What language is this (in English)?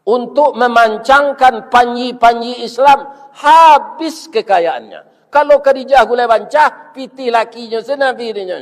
Minangkabau